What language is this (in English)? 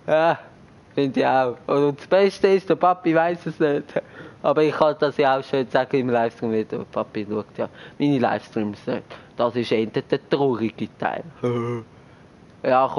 Swiss German